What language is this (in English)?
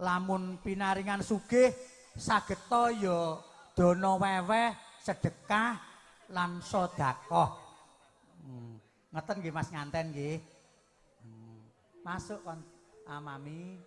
Javanese